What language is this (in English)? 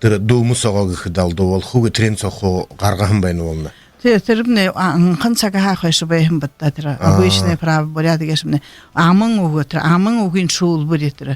Buriat